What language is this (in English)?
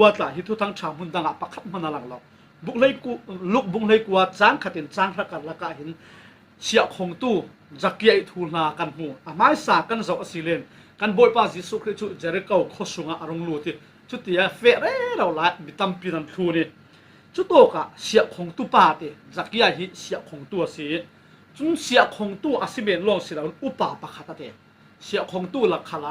Falam Chin